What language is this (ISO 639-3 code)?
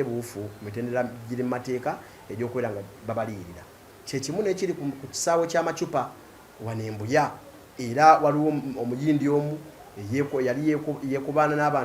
lug